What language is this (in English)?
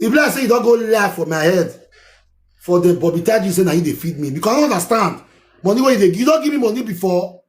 Nigerian Pidgin